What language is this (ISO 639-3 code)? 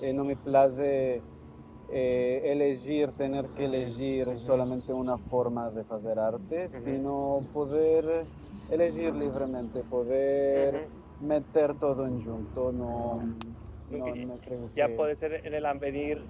lad